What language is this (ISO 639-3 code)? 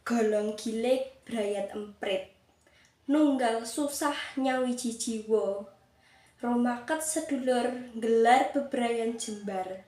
jav